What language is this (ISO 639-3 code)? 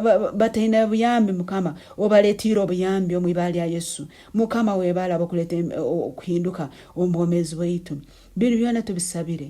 nyn